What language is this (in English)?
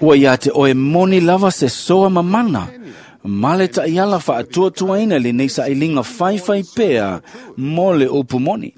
Samoan